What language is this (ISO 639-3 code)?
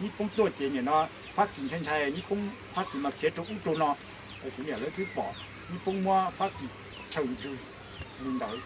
hmn